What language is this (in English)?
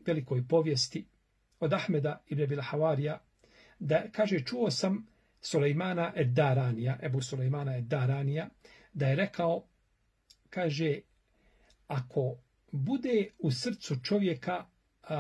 Bosnian